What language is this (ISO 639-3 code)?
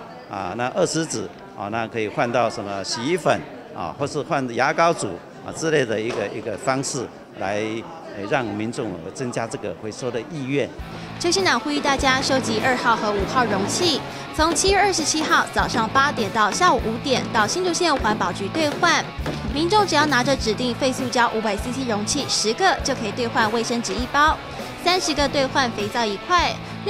zho